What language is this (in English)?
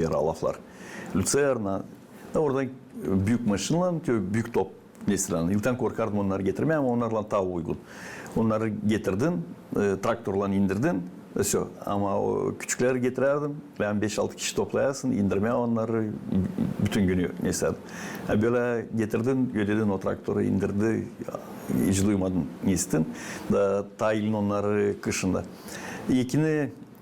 Gagauz